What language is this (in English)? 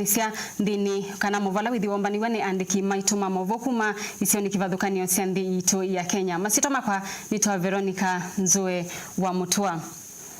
Kamba